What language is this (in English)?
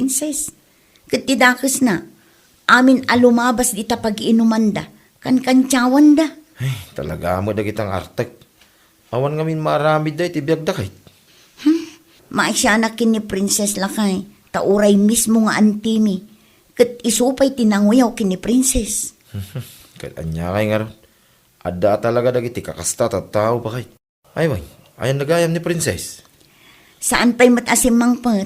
Iloko